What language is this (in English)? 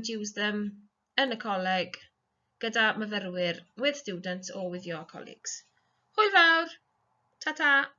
Welsh